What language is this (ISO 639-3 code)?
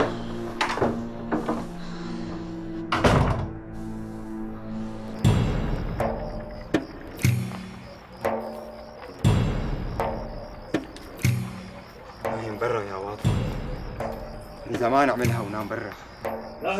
apc